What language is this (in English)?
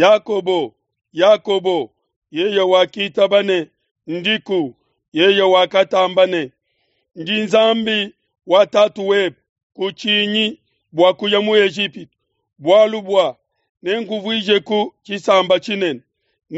Luba-Lulua